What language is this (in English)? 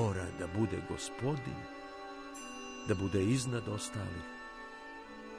Serbian